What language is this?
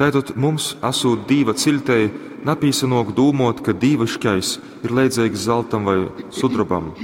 Latgalian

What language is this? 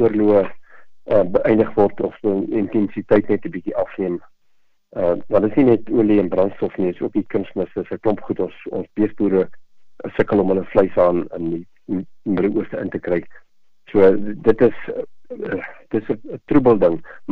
Afrikaans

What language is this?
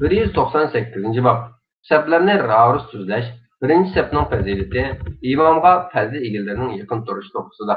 Uyghur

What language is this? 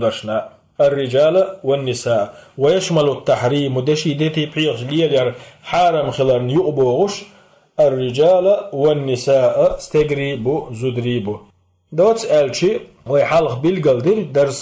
Chechen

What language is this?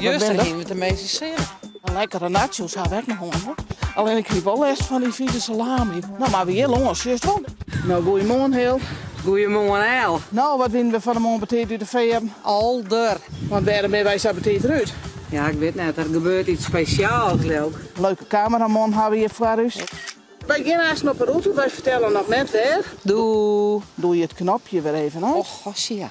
Western Frisian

